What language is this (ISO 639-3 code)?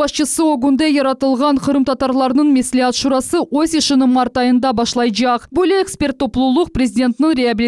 crh